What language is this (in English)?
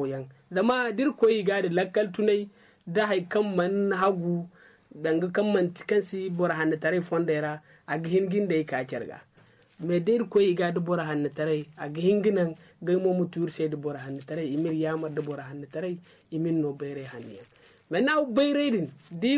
Zarma